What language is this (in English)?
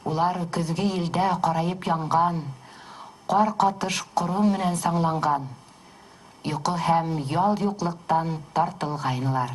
Bashkir